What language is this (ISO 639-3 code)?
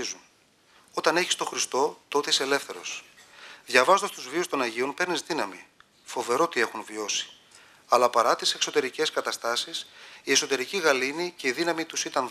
ell